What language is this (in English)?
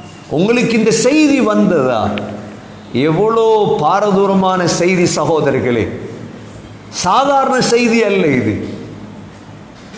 Tamil